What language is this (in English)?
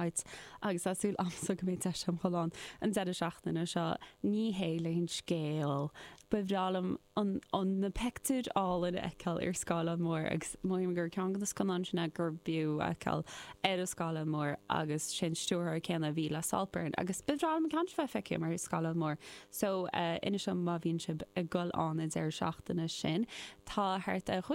Irish